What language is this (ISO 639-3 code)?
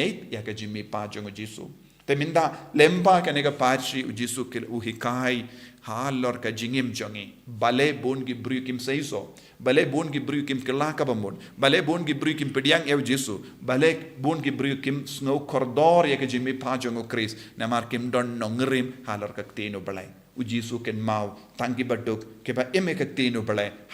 kha